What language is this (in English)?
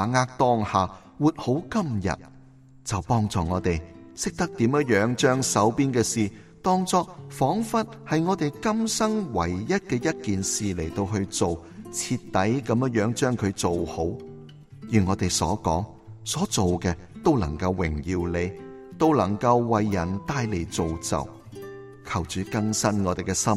Cantonese